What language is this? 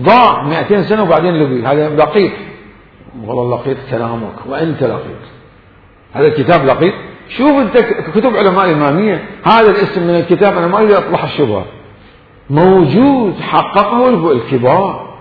Mesopotamian Arabic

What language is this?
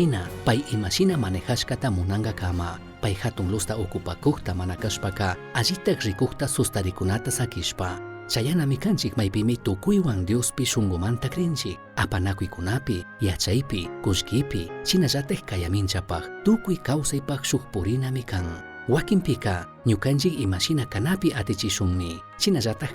Chimborazo Highland Quichua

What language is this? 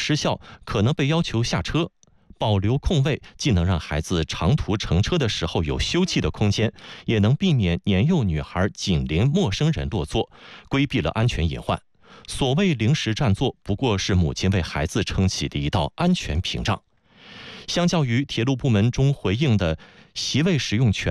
Chinese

